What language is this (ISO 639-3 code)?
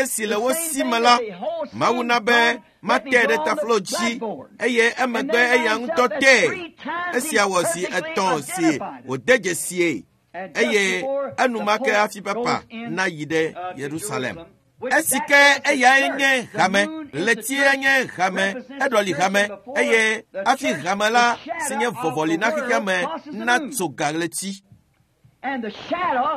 ewe